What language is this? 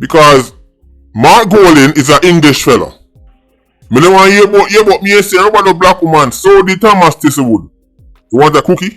Jamaican Creole English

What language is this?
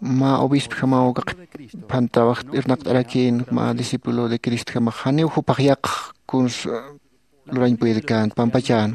Aymara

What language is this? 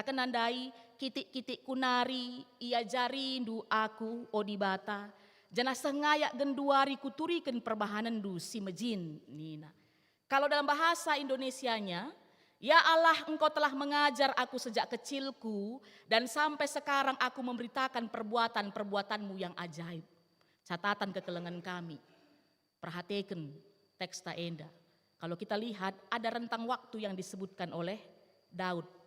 Batak Karo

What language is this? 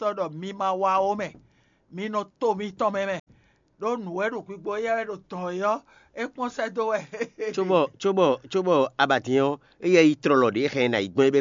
Fon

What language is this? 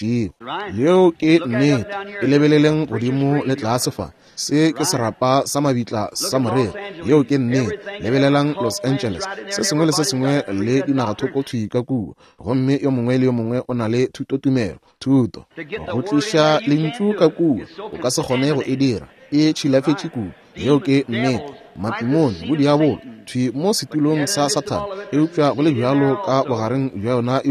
Northern Sotho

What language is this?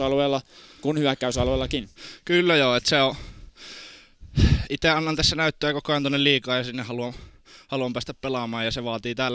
Finnish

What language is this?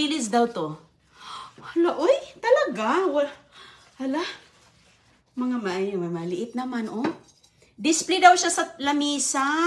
Filipino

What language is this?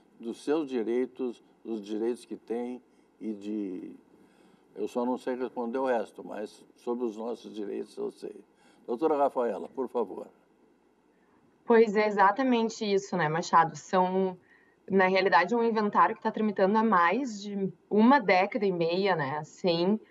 Portuguese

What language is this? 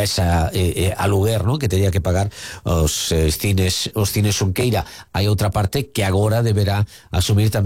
Galician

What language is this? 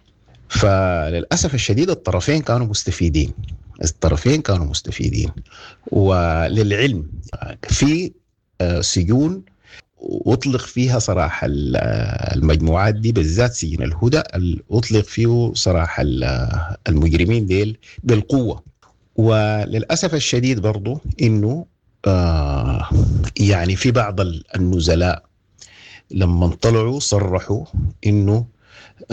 Sudanese Arabic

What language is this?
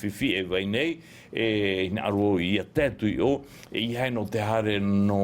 Tahitian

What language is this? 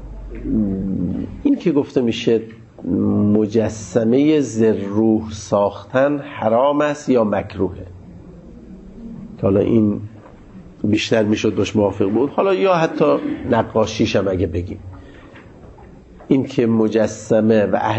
Persian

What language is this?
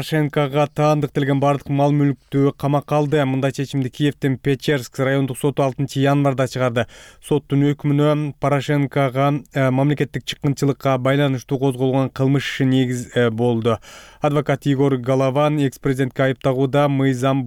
Kyrgyz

